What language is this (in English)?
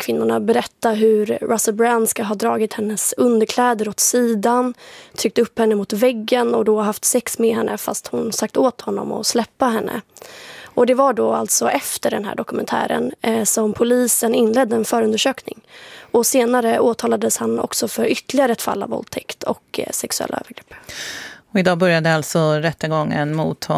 Swedish